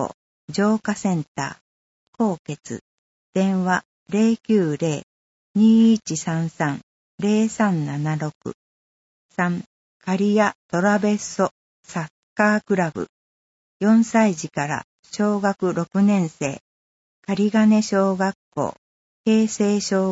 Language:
Japanese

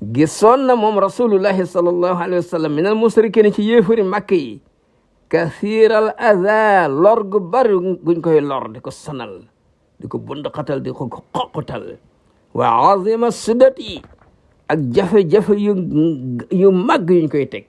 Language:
Wolof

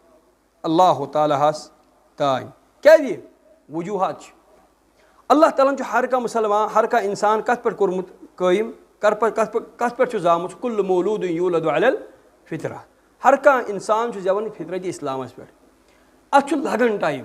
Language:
Kashmiri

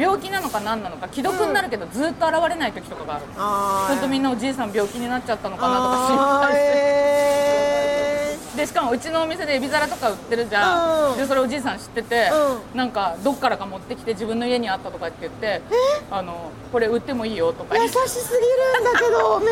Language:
Japanese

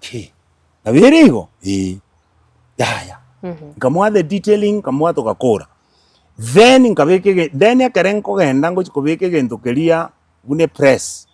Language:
Gusii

